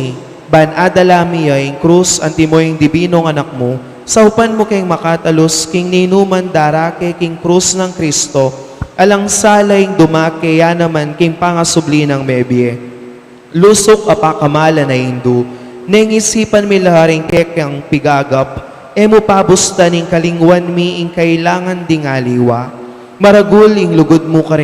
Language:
Pampanga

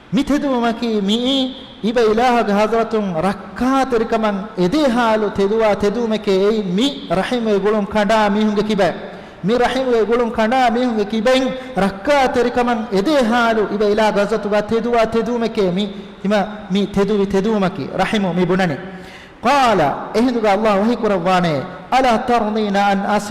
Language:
Divehi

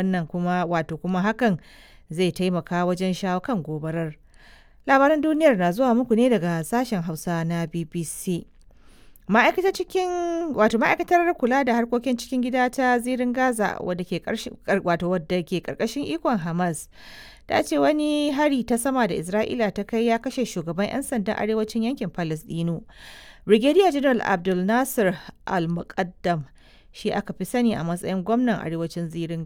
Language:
Hausa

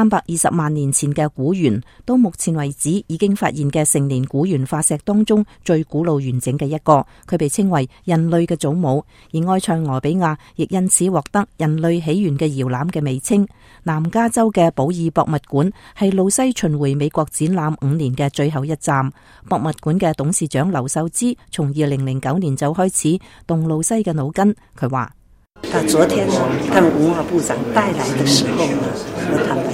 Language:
Cantonese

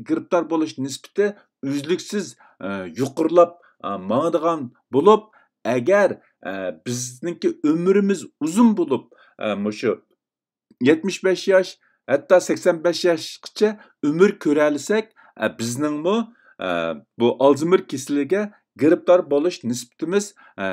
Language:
Uyghur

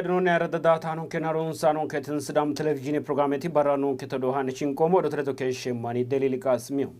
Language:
Sidamo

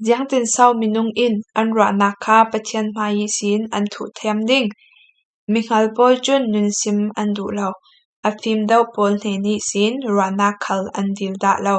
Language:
Falam Chin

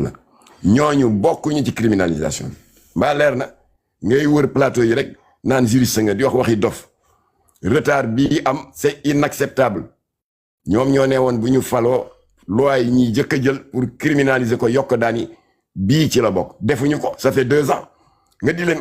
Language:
Wolof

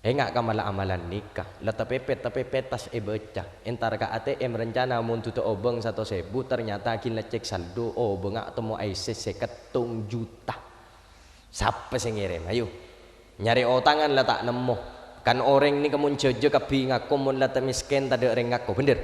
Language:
Madurese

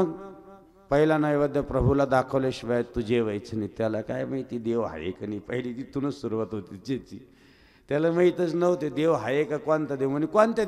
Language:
Marathi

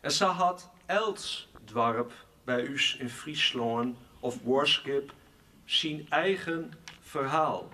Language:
Western Frisian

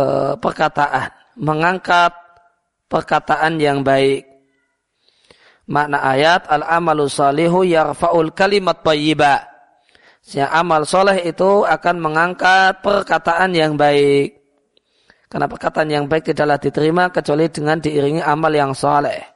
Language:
Indonesian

